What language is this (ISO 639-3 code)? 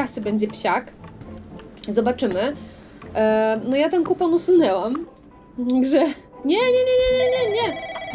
pol